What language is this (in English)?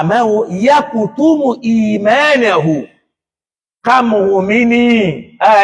Yoruba